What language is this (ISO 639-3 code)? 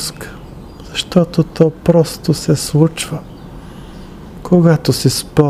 bul